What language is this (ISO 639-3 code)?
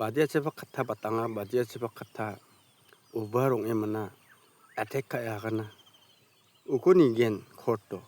grt